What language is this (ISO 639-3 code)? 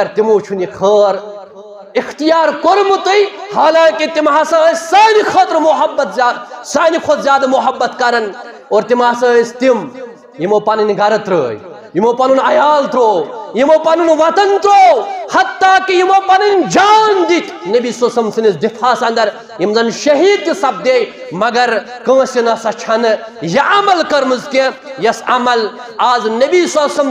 kas